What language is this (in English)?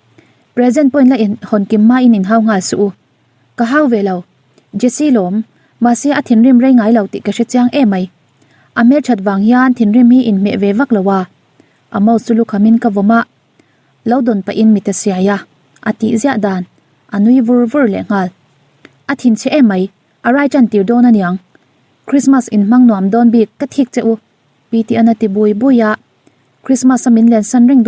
Mizo